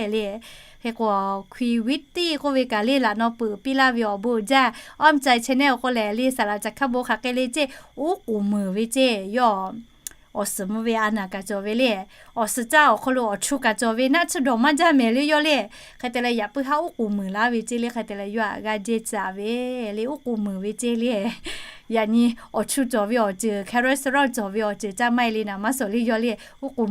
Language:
Lahu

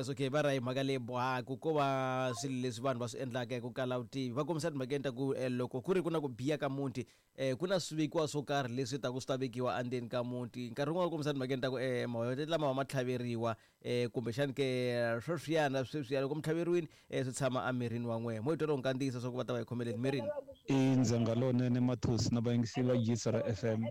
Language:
Tsonga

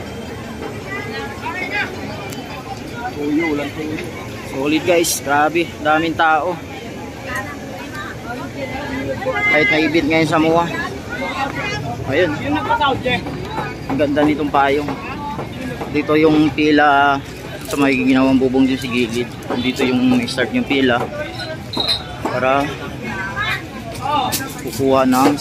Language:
Filipino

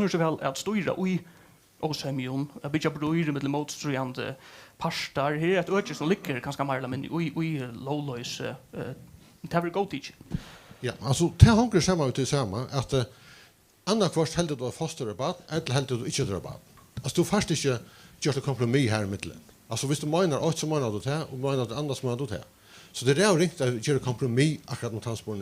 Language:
Faroese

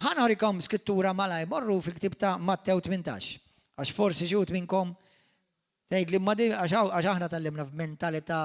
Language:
Maltese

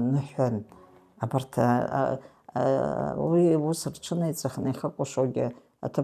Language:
Abkhazian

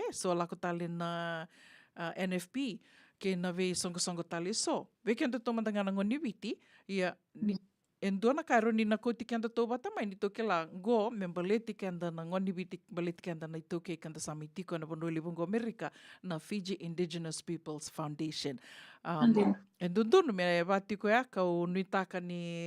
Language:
Fijian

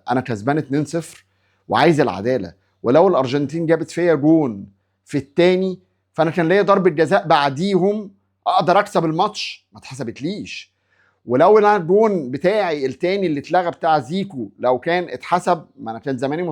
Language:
Egyptian Arabic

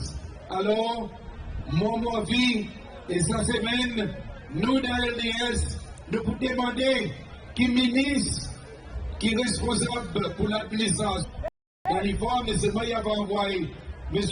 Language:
Seselwa Creole French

